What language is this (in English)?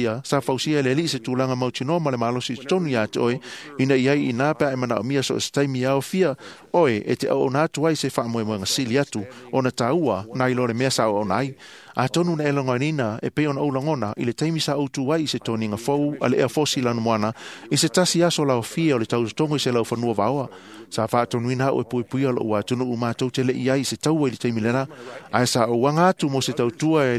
Samoan